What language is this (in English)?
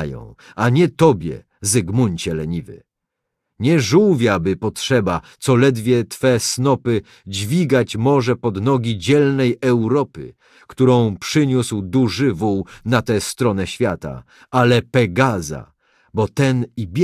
Polish